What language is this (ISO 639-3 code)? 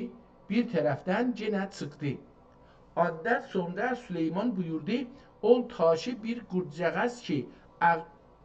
azb